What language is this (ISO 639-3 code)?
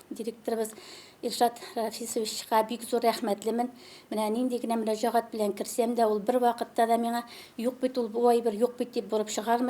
tat